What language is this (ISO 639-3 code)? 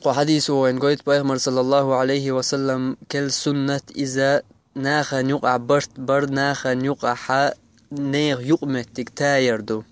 che